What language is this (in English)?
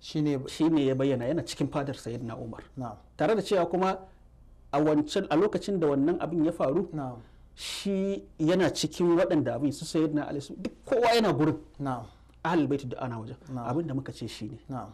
Hausa